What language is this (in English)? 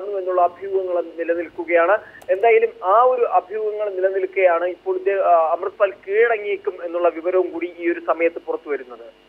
Malayalam